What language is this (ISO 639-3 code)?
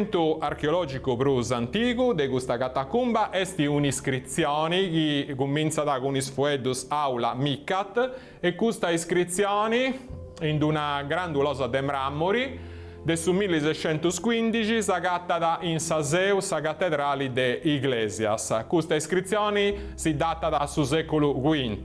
srd